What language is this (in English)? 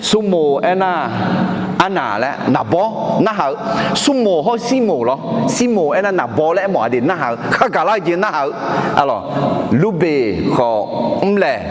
Akha